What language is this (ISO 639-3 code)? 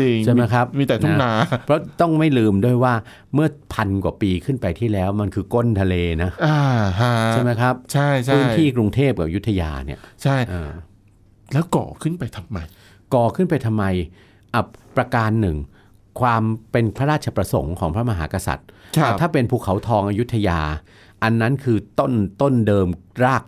tha